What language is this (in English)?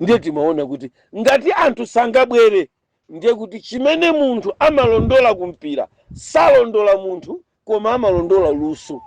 Nyanja